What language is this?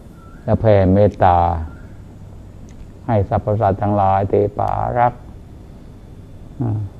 Thai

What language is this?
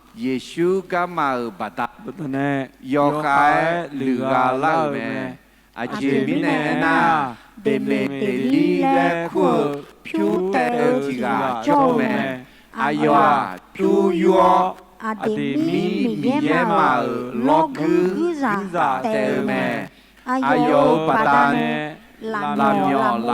Akha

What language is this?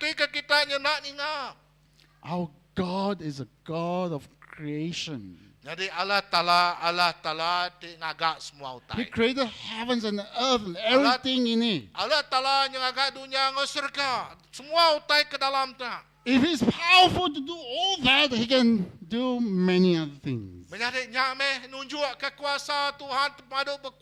Iban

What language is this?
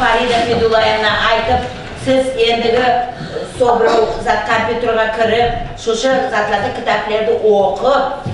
Nogai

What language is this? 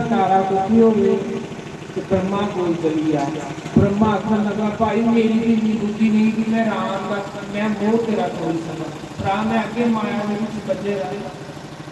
Dogri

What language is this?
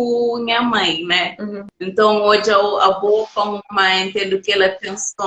Kabuverdianu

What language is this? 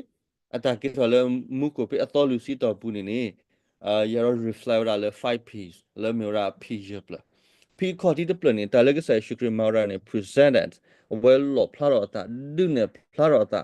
S'gaw Karen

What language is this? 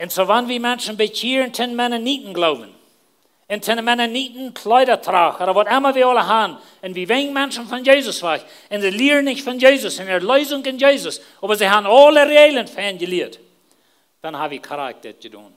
Plautdietsch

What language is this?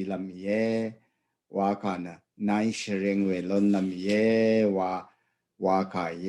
Rawang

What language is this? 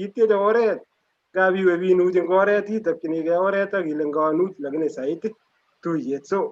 Kalenjin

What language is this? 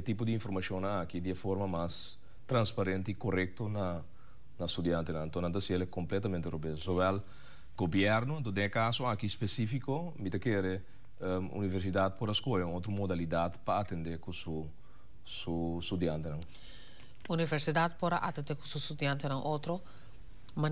Papiamento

